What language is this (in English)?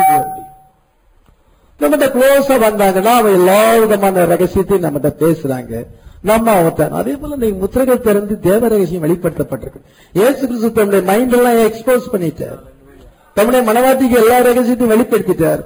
Tamil